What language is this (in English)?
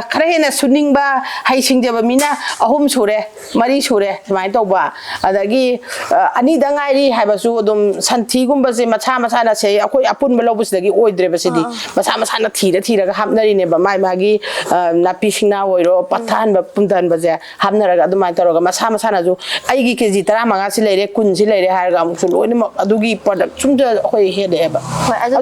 Manipuri